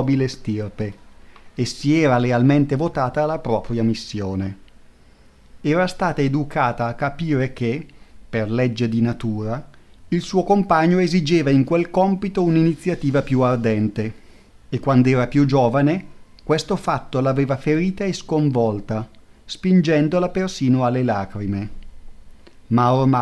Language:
Italian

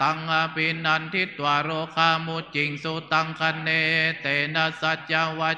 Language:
Pali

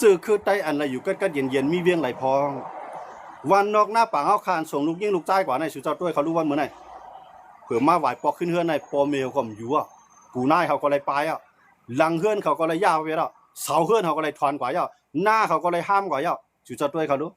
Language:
Shan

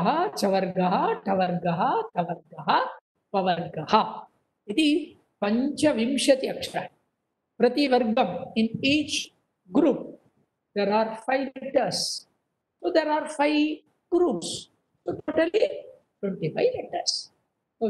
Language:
Sanskrit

